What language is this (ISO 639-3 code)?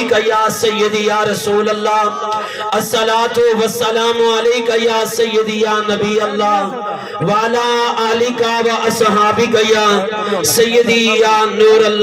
skr